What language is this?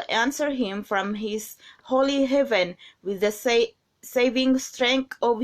Cebuano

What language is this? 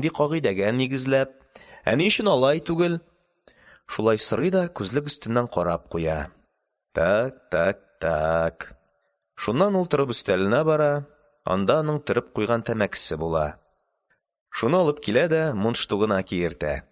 Tatar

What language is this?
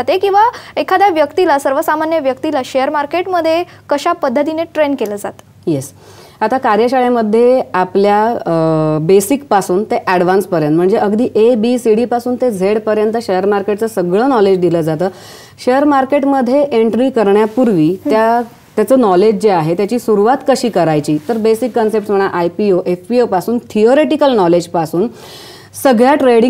Marathi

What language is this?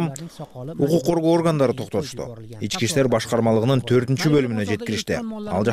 Kyrgyz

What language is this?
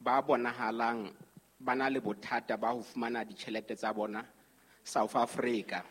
Southern Sotho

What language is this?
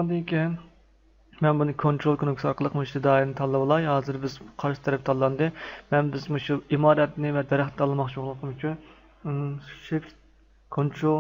Uyghur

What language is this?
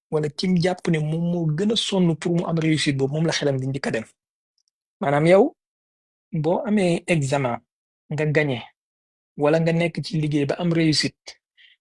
Wolof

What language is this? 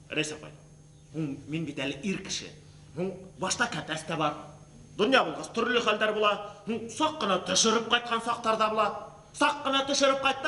Bashkir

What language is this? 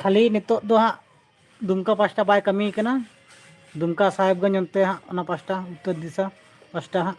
Santali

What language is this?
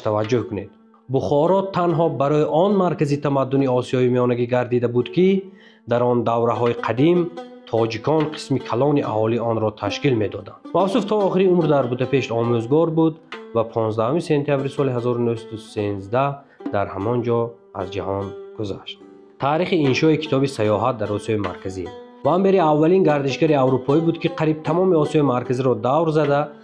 Tajik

